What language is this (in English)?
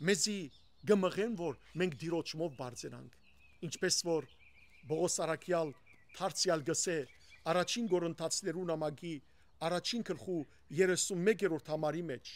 Western Armenian